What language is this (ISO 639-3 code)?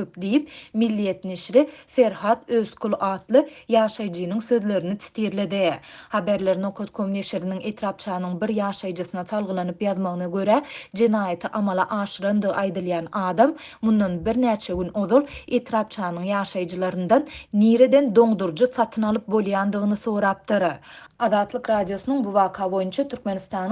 tuk